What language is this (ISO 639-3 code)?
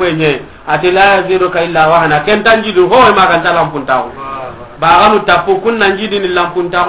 snk